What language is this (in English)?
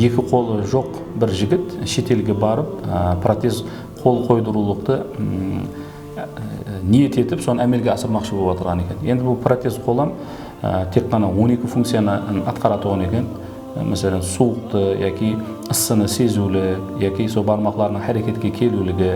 Kara-Kalpak